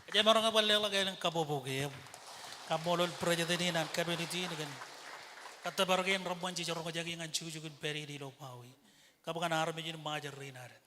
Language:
Marshallese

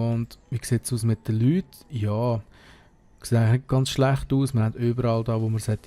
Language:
Swiss German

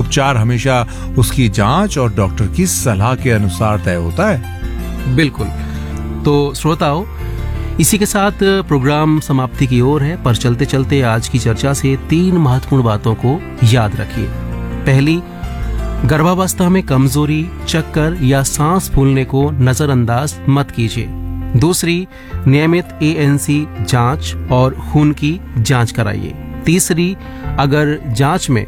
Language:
Hindi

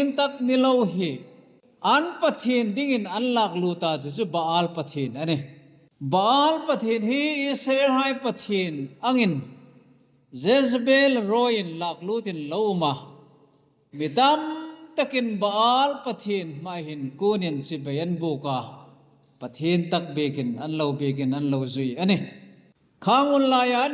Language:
Hmar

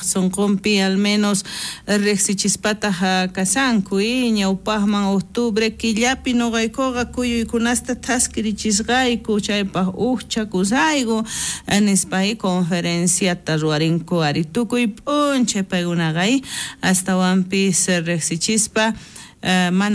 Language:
South Bolivian Quechua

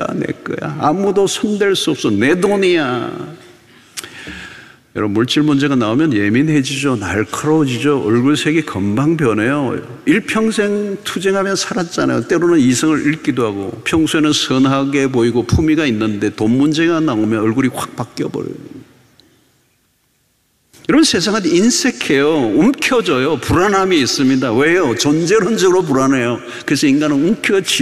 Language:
Korean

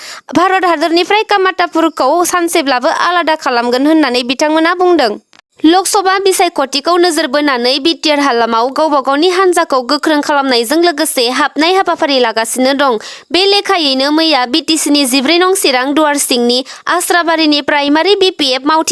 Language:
Bodo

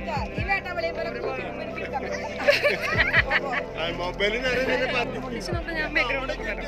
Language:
Malayalam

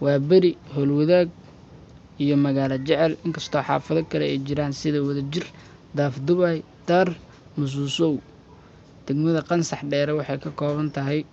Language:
Somali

